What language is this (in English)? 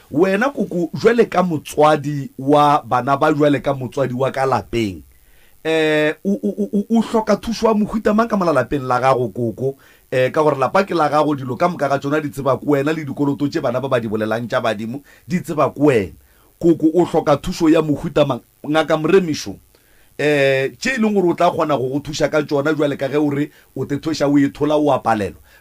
Northern Sotho